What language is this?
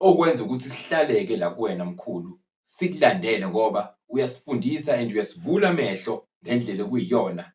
Zulu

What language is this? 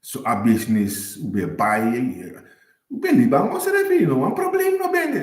Sranan Tongo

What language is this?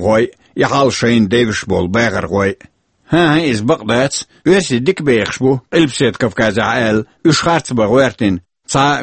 Chechen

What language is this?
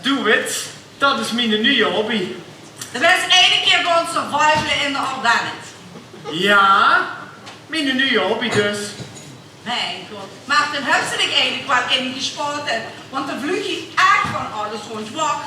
Limburgish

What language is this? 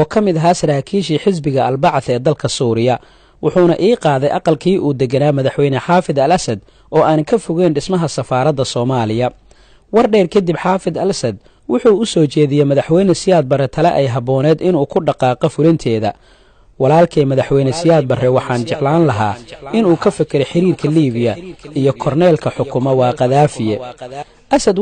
Somali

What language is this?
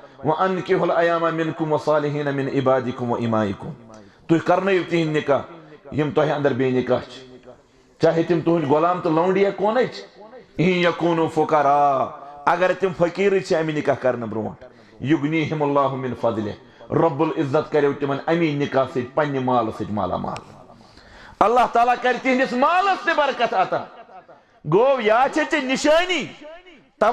Kashmiri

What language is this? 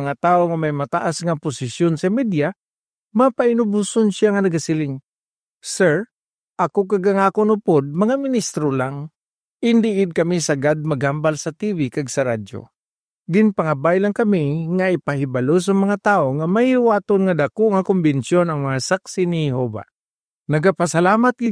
Hiligaynon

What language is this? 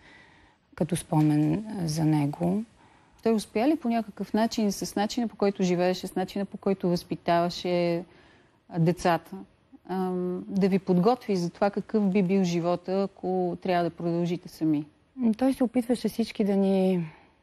Bulgarian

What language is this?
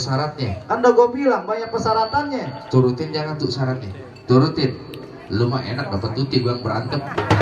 Betawi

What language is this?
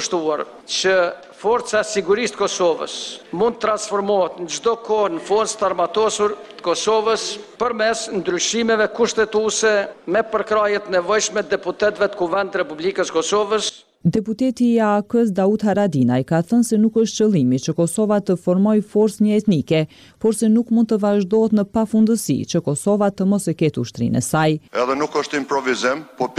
Albanian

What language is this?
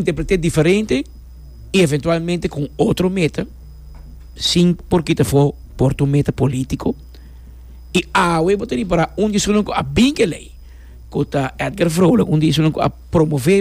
Papiamento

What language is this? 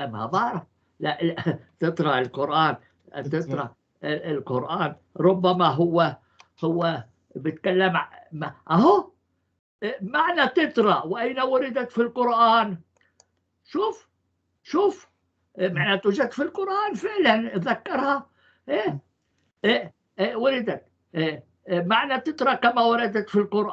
North Levantine Arabic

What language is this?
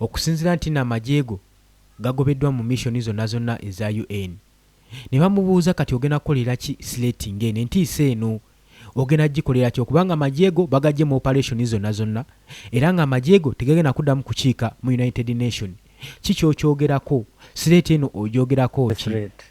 Ganda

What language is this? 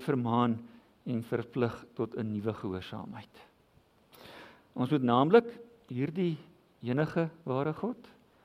Afrikaans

